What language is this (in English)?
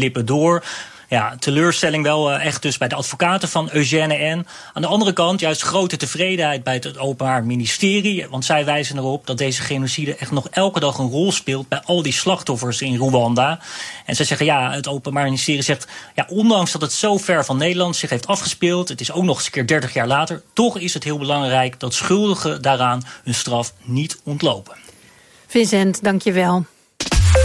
Dutch